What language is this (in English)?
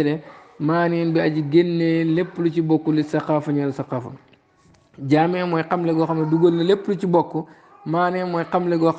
Wolof